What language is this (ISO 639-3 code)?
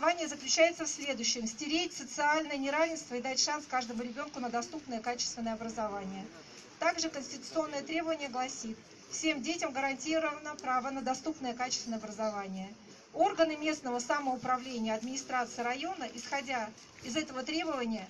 rus